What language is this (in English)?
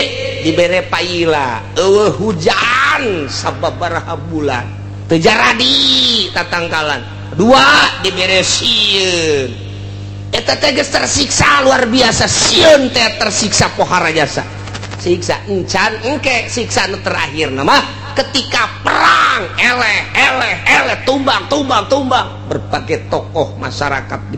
Sundanese